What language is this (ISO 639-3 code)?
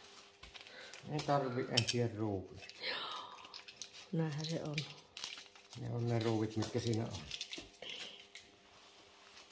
fin